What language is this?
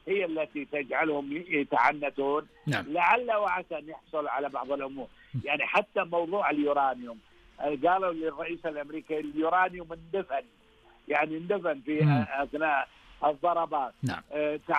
Arabic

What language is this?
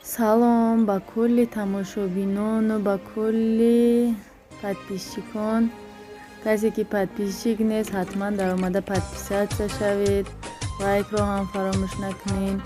Tajik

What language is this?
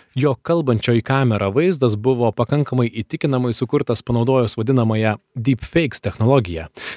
Lithuanian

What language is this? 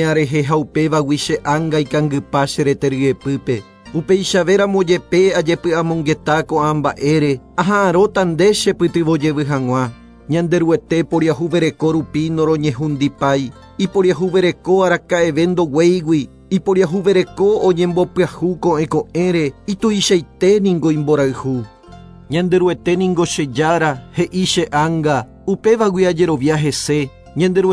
Guarani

